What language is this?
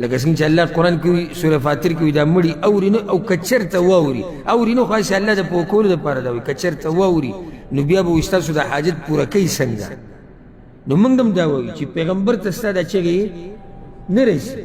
Pashto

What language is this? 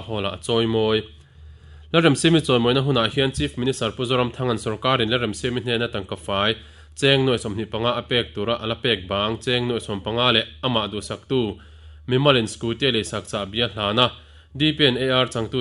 Mizo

